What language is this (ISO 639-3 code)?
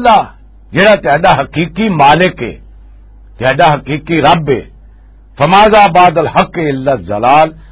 lah